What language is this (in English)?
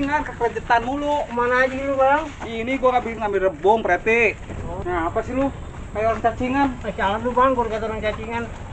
Betawi